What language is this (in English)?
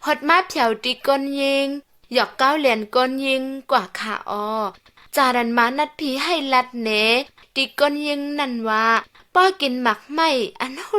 Shan